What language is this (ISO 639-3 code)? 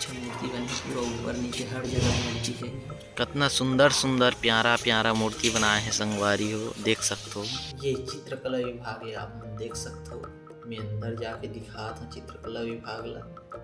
hne